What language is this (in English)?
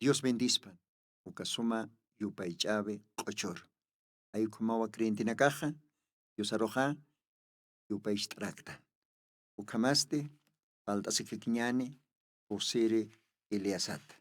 Aymara